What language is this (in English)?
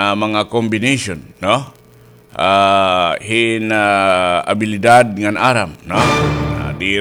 Waray